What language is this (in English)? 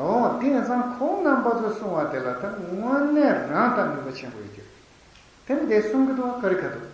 Tibetan